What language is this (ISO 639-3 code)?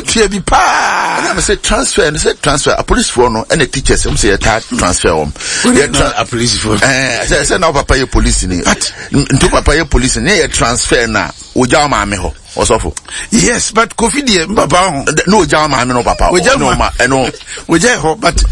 aka